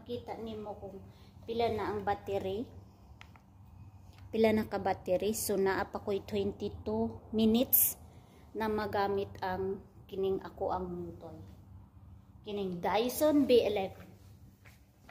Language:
Cebuano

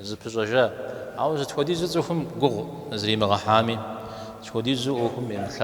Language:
Kabardian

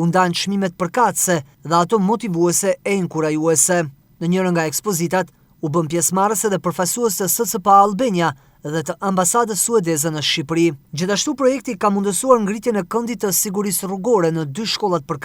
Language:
Albanian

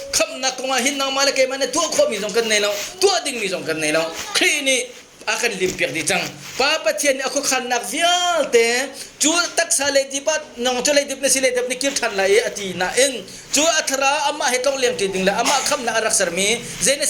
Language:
Hakha Chin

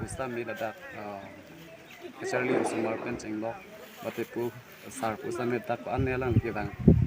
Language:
Karbi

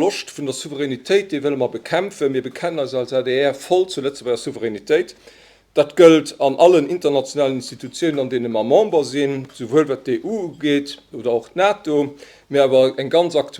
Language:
Luxembourgish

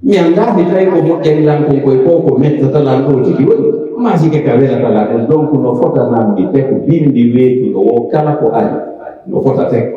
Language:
Pular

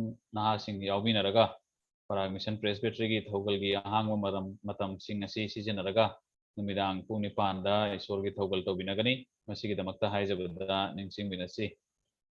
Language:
Manipuri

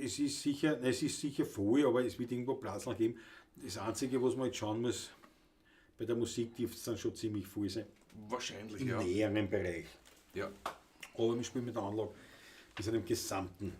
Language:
Bavarian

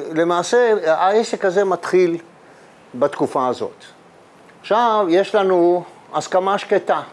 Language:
Hebrew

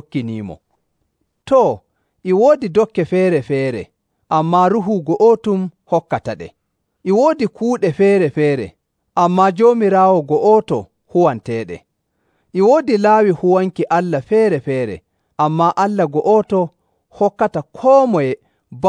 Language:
Nigerian Fulfulde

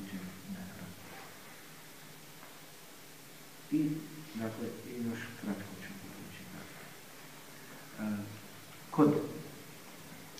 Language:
Bosnian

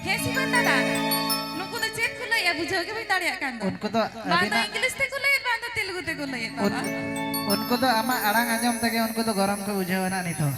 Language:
Santali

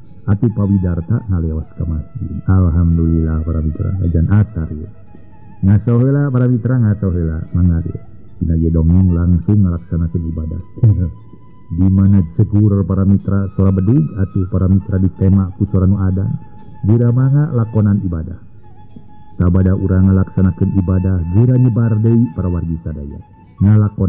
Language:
Sundanese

